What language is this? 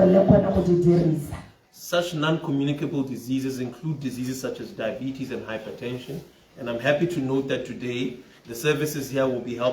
Tswana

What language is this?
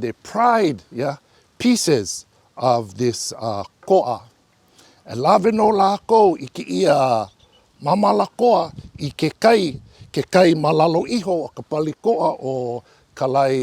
Hawaiian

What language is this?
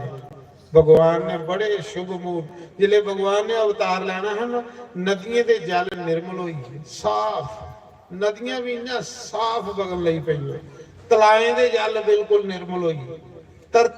Dogri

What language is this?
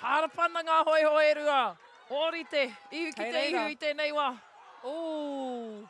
Māori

